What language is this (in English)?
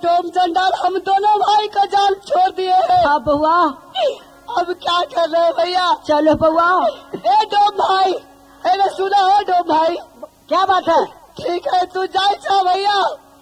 Bhojpuri